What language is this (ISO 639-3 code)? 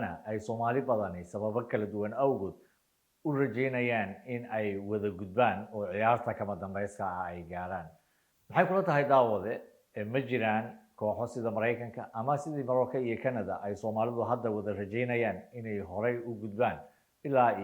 som